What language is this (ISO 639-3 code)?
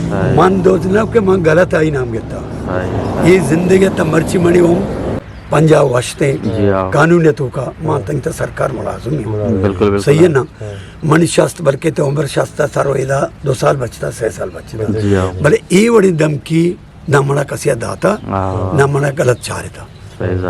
bgp